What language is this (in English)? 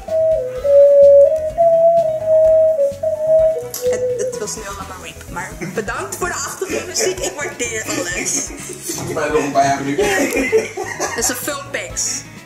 Dutch